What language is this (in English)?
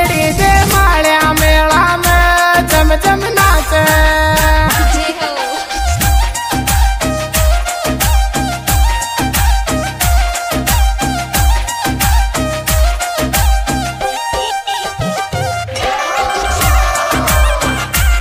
Bhojpuri